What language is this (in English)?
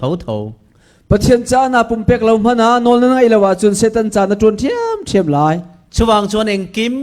Falam Chin